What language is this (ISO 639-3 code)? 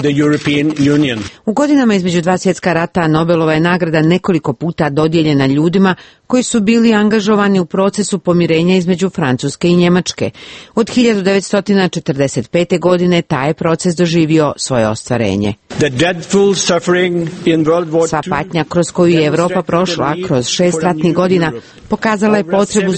srp